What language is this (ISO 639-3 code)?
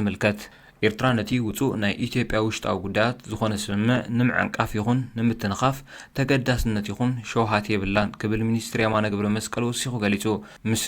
tir